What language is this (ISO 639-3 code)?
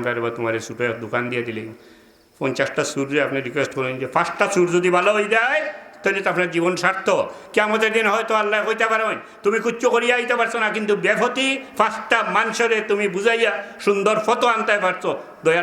syl